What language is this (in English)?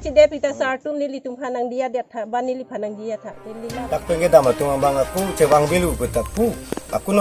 Karbi